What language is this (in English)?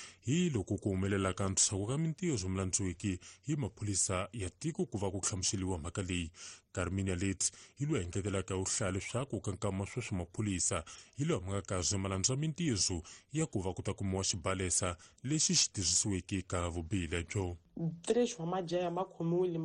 Tsonga